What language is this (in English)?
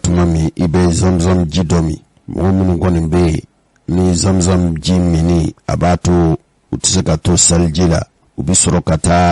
Bambara